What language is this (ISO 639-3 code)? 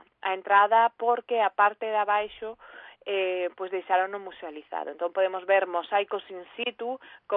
glg